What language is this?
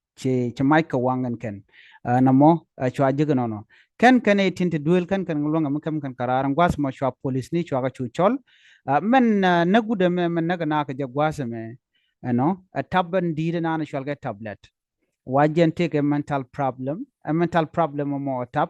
Nuer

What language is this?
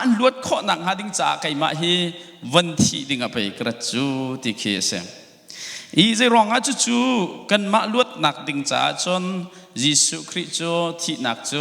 Hakha Chin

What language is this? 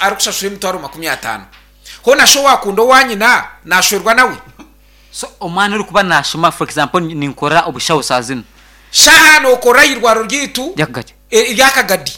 Nyankole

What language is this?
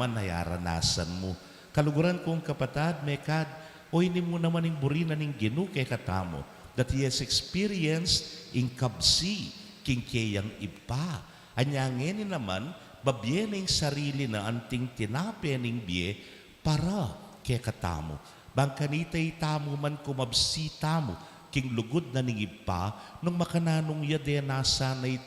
Pampanga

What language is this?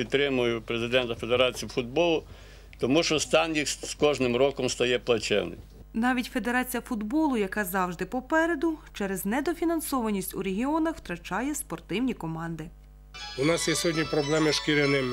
Ukrainian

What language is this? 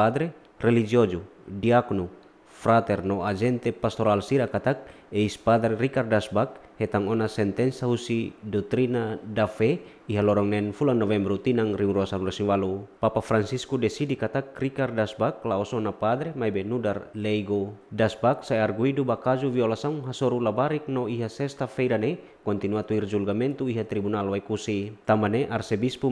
Tetum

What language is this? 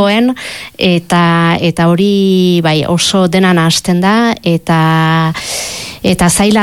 Basque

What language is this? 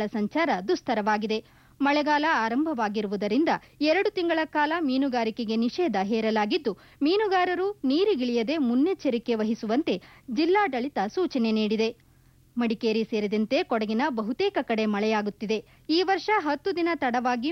Kannada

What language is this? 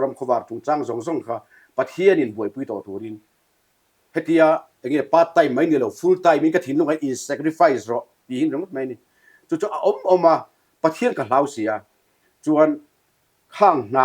Mizo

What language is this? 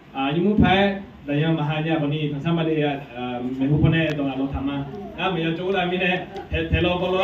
Akha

